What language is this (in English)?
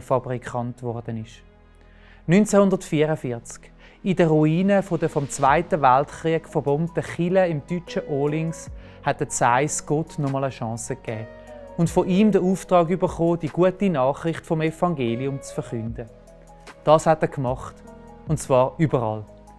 Swiss German